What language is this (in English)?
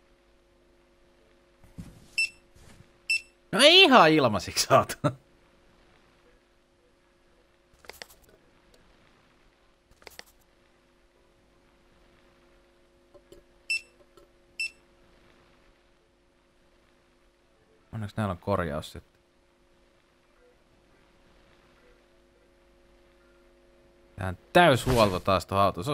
Finnish